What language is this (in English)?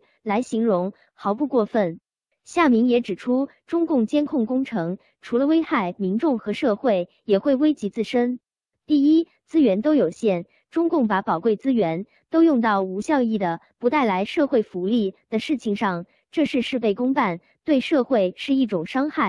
Chinese